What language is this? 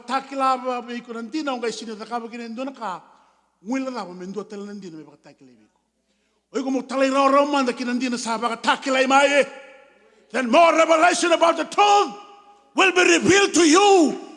Fijian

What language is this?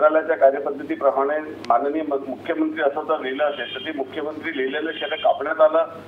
Marathi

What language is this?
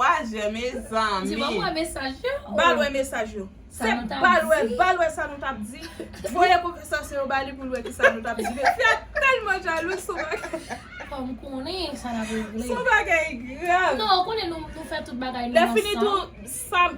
Haitian Creole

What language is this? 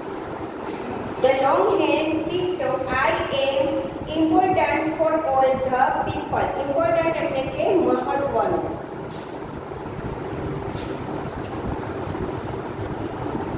Gujarati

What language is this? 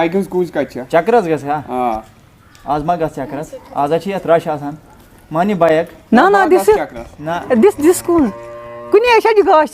Kashmiri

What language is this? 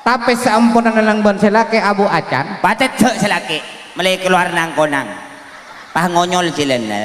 Madurese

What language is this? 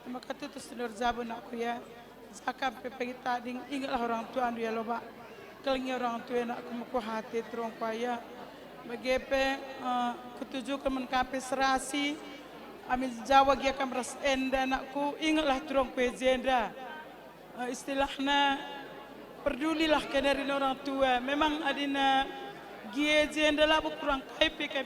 Batak Karo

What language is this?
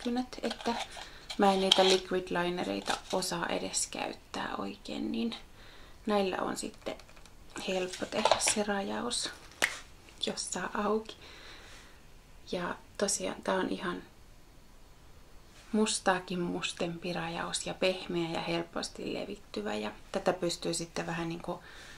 Finnish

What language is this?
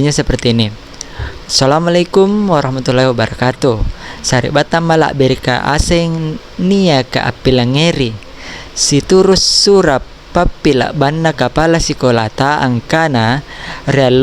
Makasar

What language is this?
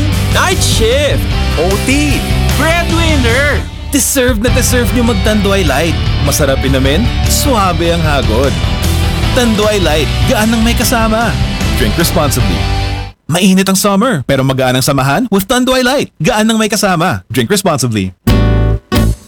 Filipino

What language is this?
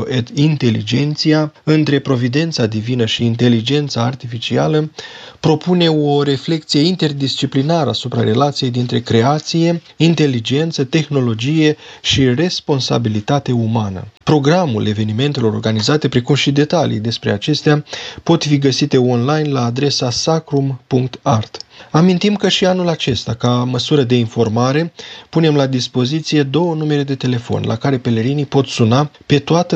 Romanian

